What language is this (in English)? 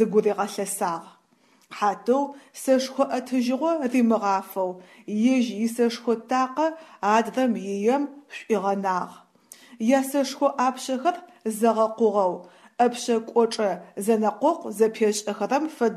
Adyghe